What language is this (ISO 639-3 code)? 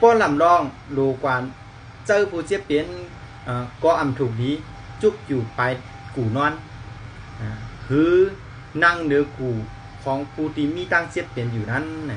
shn